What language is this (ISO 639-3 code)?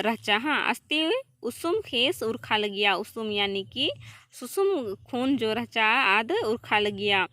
kru